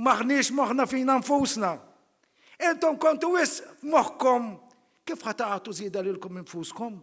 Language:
Maltese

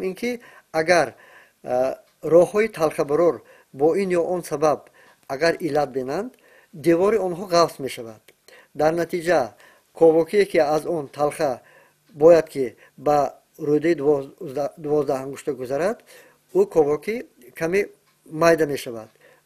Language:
Tajik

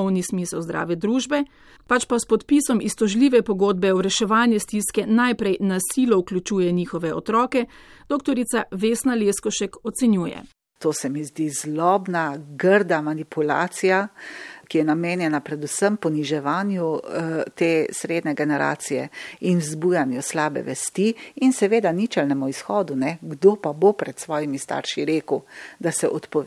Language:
Slovenian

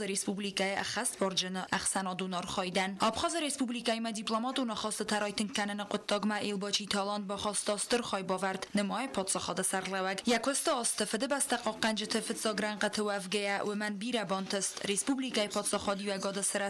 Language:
Ossetic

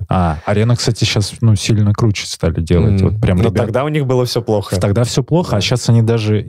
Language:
Russian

